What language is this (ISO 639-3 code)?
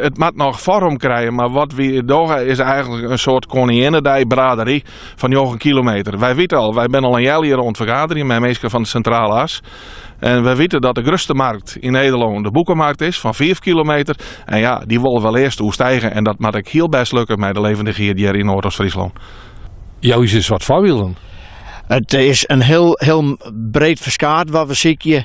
fry